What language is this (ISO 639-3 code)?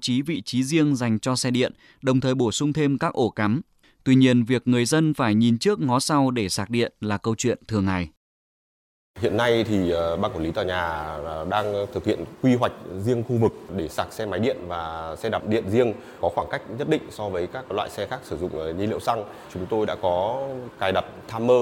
vie